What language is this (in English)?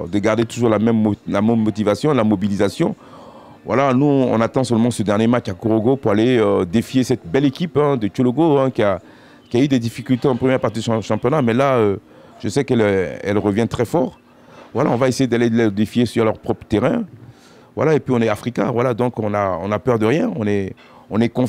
French